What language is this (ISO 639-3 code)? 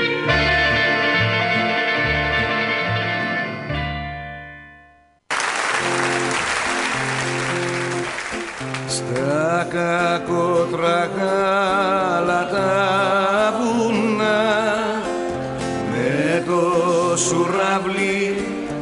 ell